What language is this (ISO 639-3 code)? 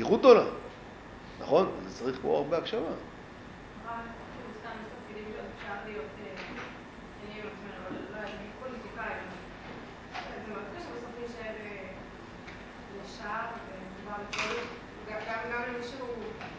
heb